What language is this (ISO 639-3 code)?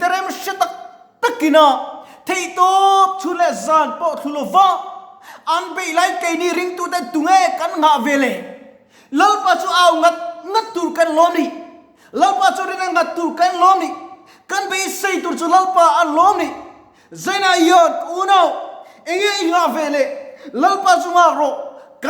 lus